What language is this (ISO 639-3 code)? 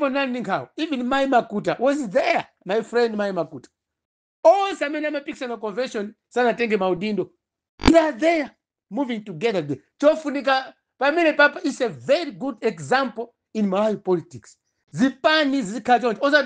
nya